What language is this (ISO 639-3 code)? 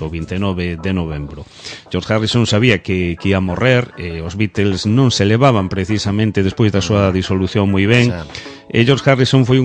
glg